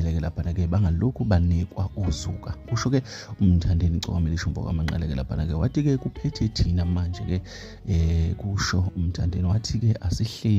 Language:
Zulu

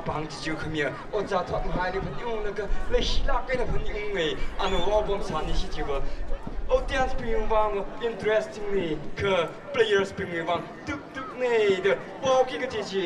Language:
Tangkhul Naga (India)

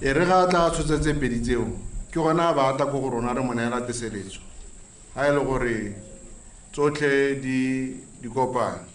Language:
Tswana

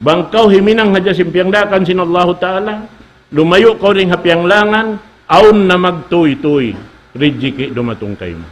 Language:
Tausug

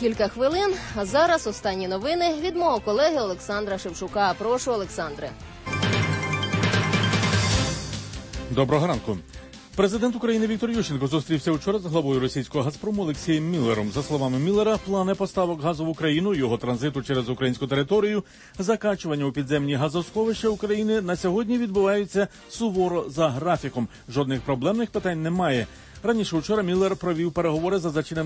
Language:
Ukrainian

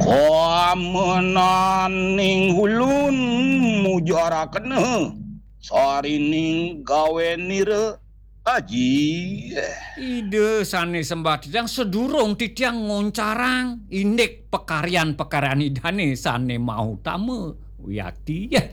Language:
Balinese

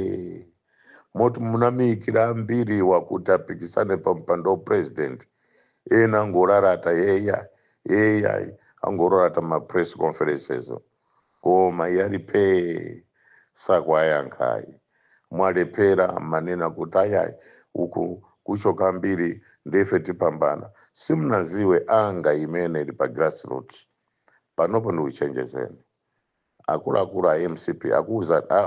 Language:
Nyanja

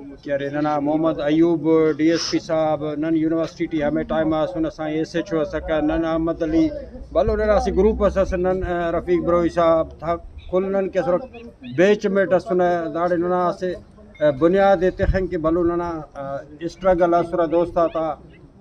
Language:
Brahui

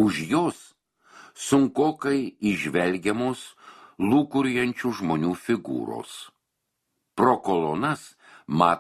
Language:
Lithuanian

